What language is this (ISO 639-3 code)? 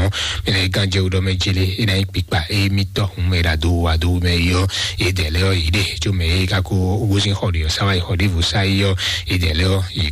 fon